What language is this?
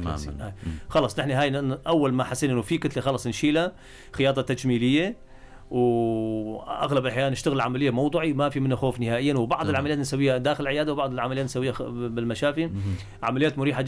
North Levantine Arabic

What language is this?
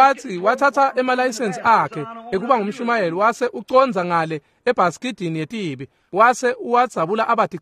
Swati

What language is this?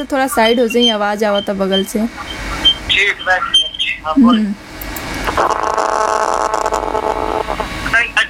Bhojpuri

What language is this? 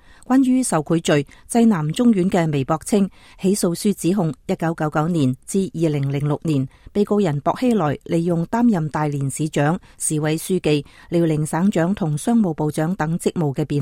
Cantonese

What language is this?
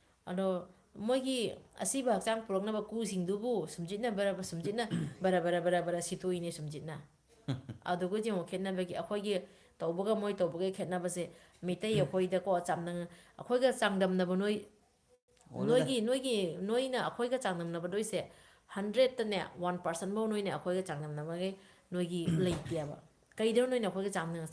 Manipuri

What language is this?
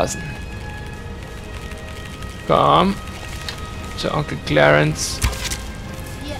German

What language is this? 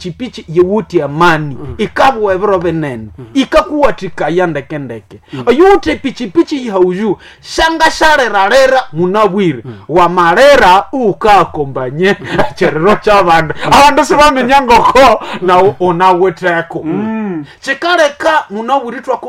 Nande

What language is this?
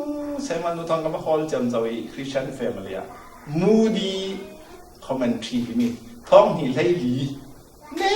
Falam Chin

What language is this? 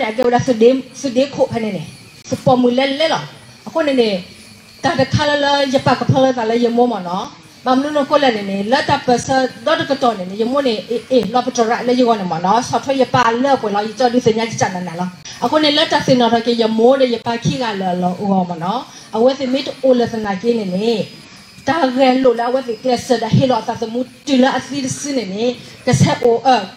S'gaw Karen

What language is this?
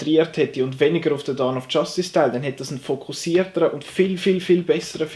Swiss German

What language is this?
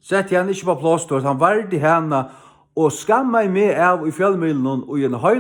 Faroese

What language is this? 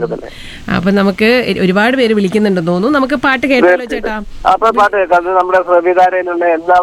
Malayalam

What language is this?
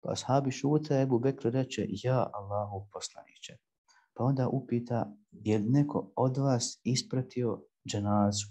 Bosnian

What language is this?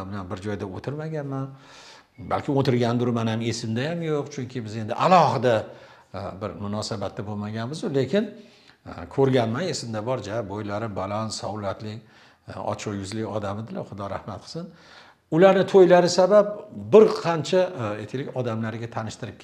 Uzbek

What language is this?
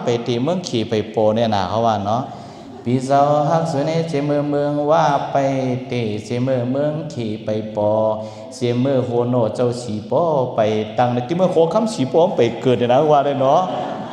Shan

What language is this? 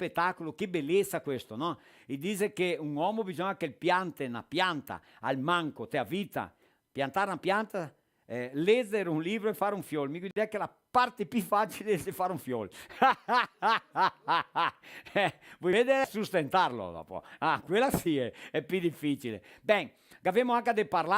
Venetian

